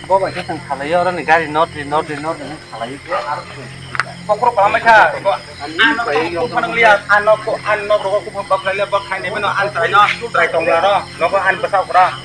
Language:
Kok Borok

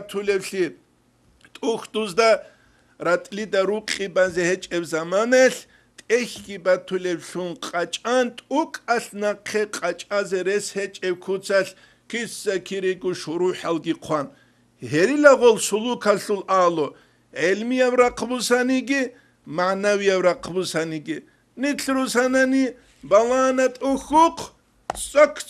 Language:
Avaric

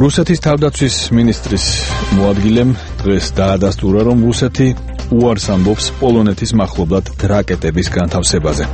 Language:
Georgian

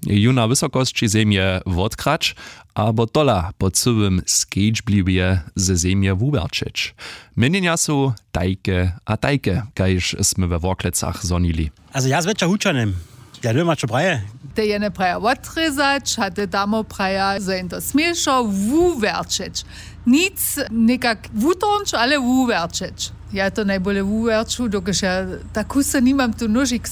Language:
Upper Sorbian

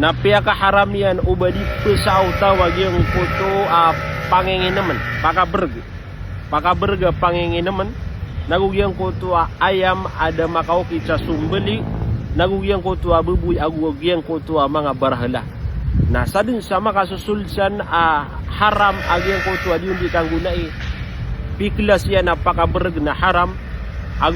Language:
Maranao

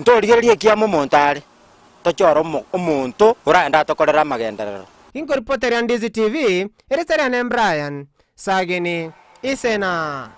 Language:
Gusii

